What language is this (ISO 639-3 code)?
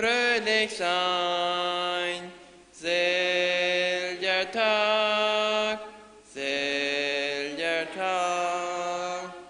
pdt